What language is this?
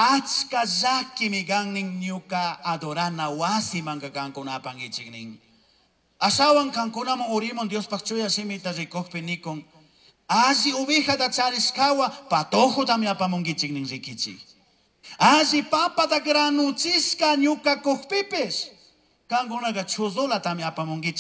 Chimborazo Highland Quichua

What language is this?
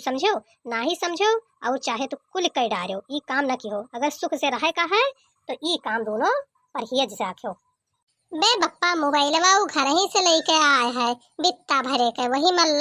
Awadhi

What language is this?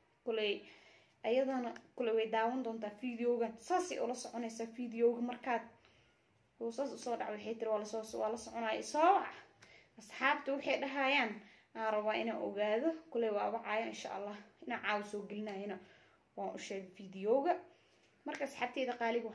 Somali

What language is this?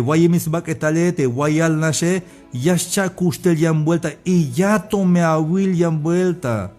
Tzeltal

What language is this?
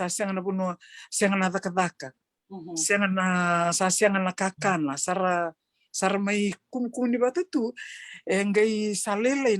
Fijian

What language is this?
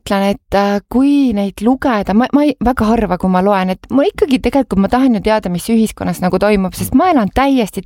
Estonian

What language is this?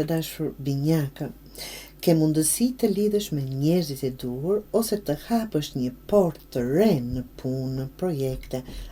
Albanian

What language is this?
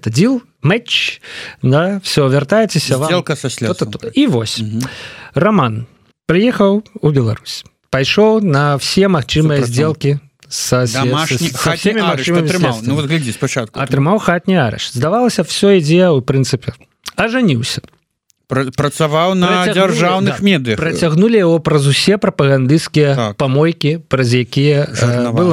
Belarusian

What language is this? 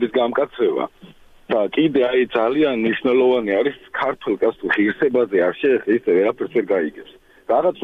Georgian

